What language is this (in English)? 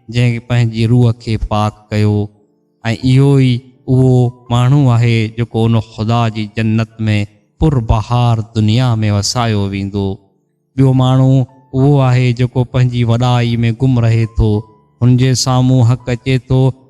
Sindhi